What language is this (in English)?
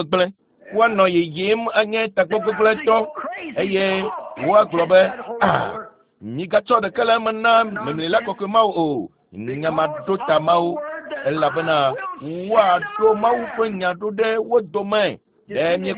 Ewe